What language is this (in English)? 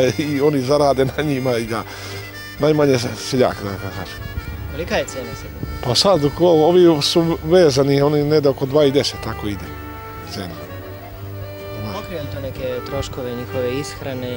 Serbian